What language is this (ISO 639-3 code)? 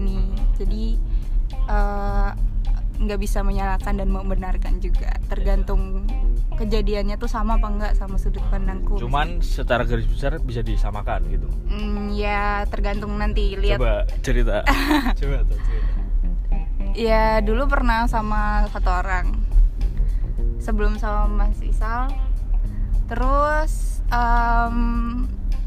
ind